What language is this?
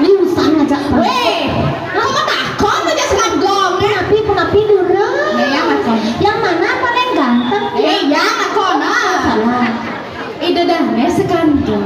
Balinese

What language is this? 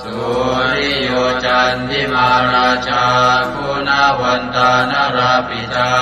Pali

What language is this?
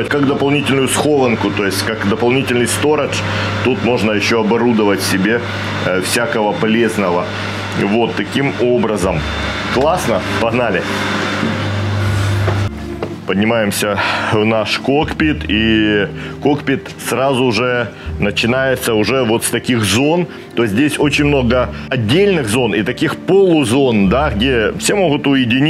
Russian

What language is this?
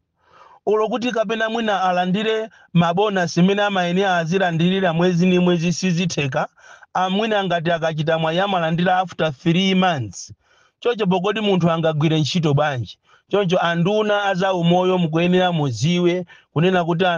Nyanja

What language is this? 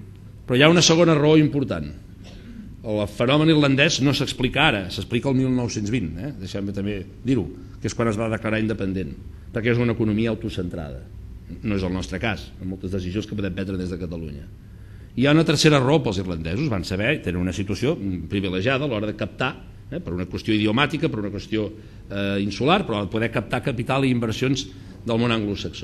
Catalan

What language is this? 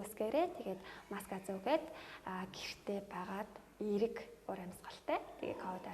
Mongolian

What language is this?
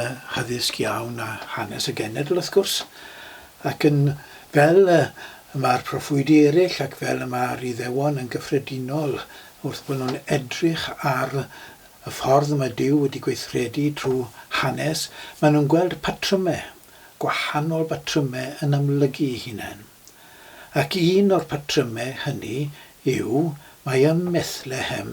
Welsh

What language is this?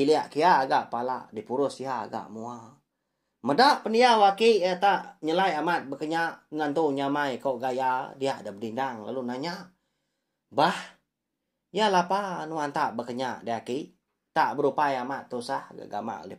Iban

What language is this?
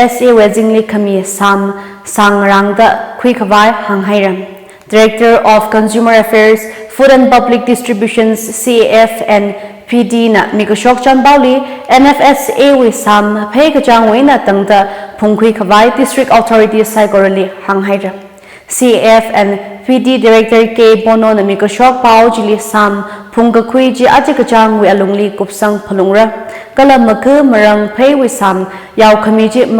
Tangkhul Naga (India)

